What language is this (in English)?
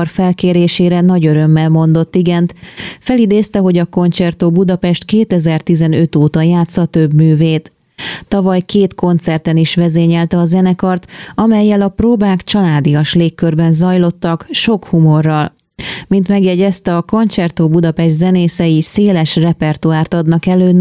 Hungarian